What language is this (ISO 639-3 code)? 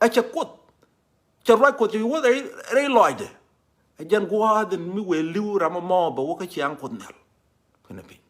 nus